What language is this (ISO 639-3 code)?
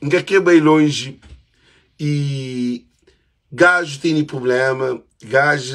kea